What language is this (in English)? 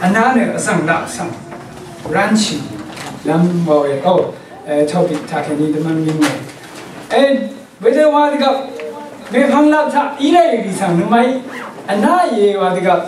Rawang